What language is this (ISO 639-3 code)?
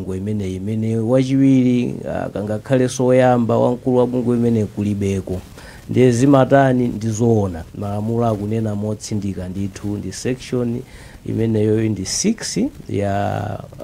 nya